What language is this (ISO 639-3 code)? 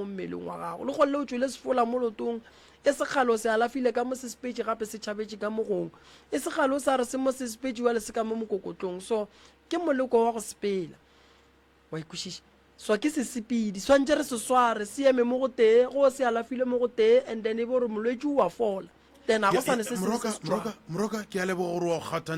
nso